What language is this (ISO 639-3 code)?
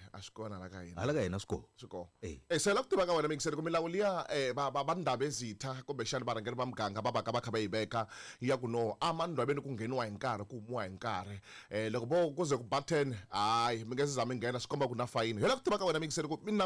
tso